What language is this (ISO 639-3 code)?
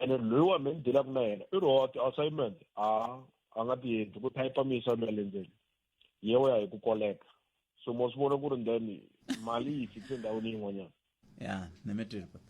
tso